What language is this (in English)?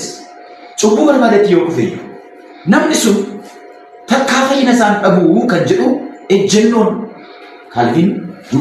Oromo